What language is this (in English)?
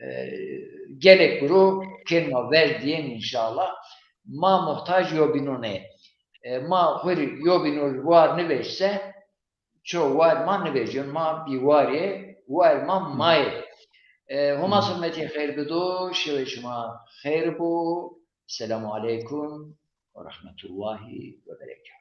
Zaza